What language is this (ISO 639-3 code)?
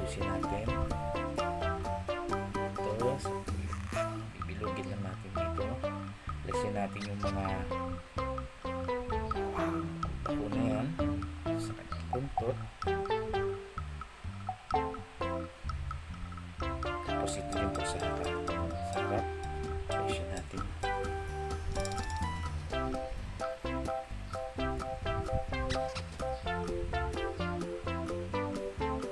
fil